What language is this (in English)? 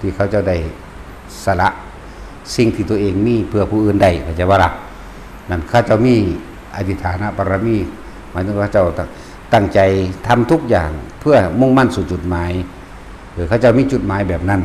Northeastern Thai